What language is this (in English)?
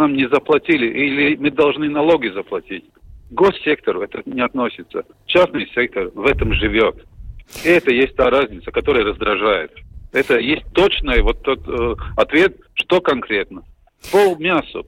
Russian